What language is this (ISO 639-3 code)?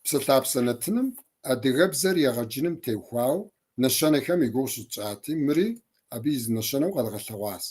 kbd